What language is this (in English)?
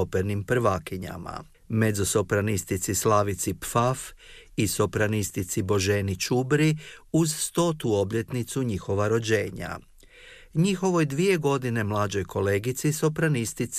Croatian